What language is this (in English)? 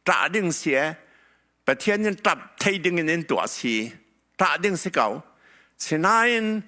Hakha Chin